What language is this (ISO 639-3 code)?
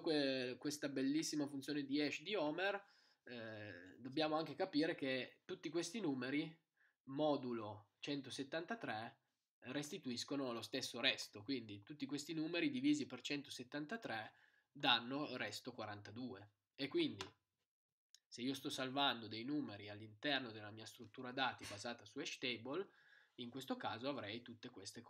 ita